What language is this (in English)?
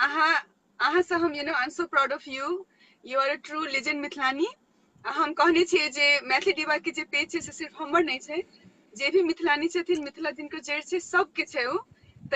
Maithili